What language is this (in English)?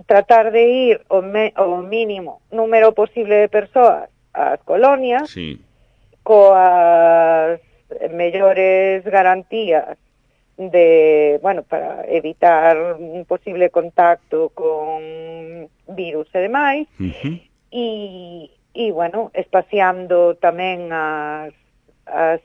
Galician